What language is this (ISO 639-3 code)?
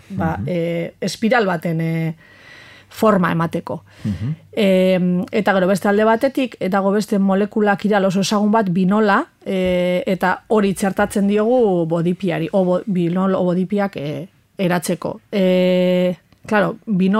eus